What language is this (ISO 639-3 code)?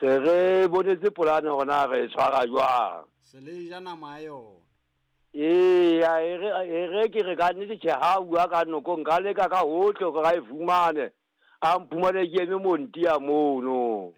sot